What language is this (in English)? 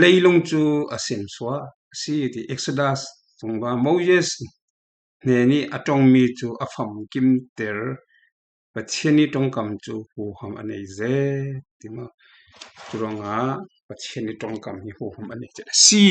Falam Chin